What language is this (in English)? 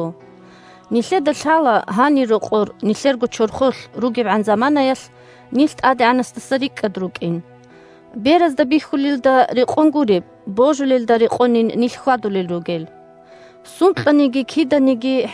Avaric